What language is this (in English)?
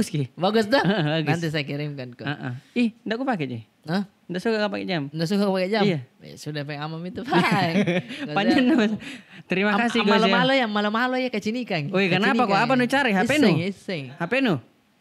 Makassar Malay